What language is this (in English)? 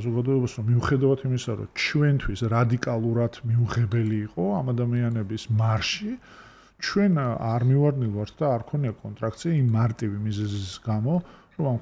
Georgian